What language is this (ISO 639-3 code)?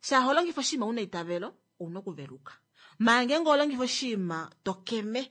kua